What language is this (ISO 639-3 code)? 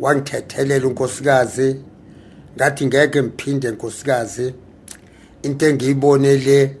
zul